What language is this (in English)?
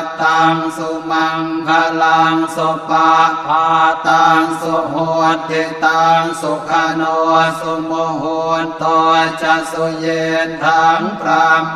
Pali